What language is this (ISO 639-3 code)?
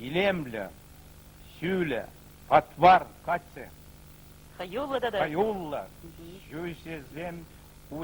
chv